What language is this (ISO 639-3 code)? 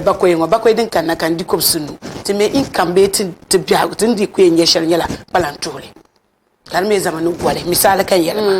dag